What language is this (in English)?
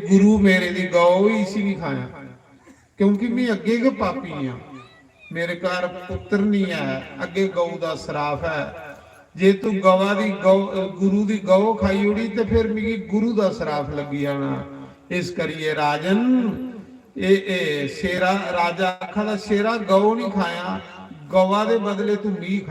Dogri